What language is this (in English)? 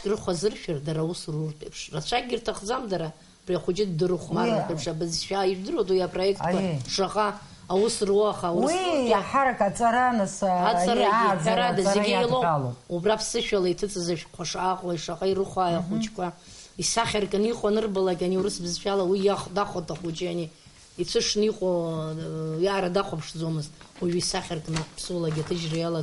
Abkhazian